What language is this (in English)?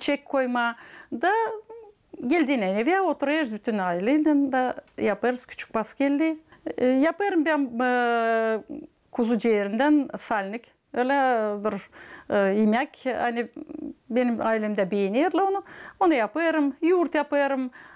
Gagauz